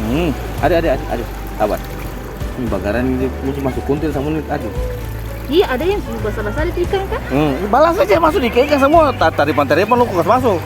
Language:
Ambonese Malay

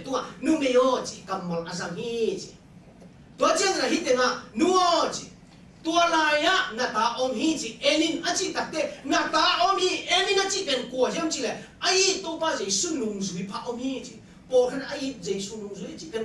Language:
Tedim Chin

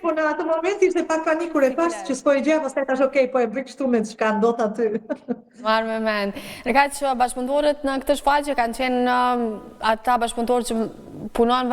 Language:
Albanian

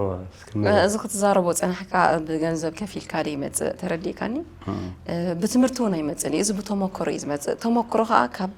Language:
Tigrinya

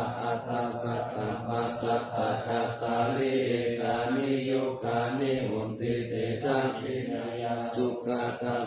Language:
Pali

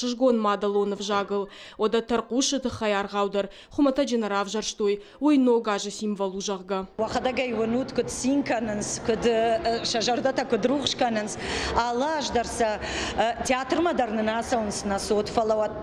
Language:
Ossetic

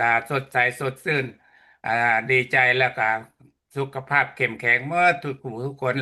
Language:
Lao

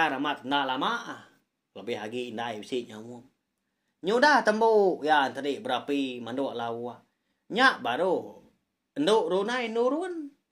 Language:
Iban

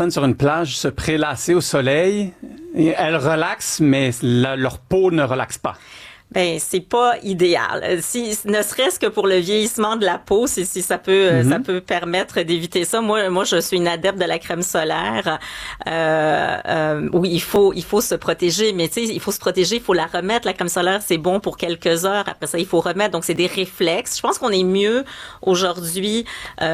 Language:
French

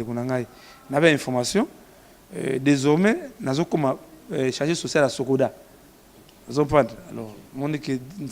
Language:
Lingala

